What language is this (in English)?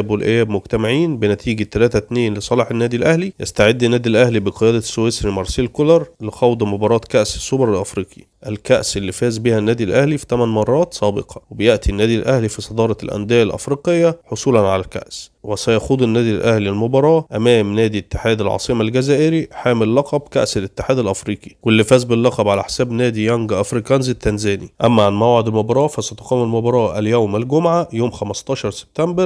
Egyptian Arabic